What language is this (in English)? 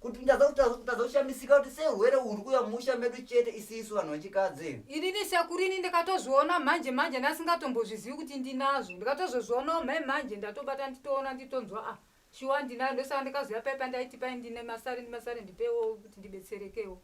Shona